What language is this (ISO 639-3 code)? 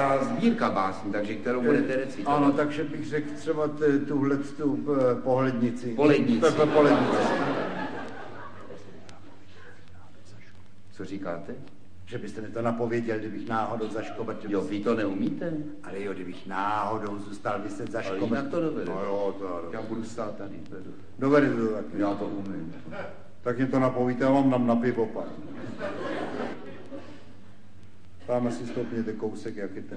ces